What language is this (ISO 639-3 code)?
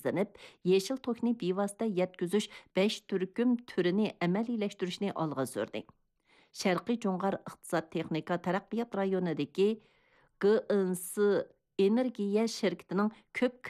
uig